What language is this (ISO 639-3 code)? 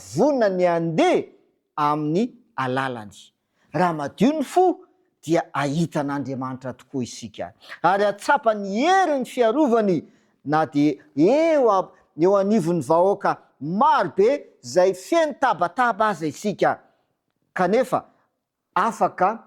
mlg